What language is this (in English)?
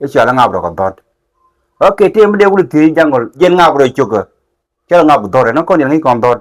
Nuer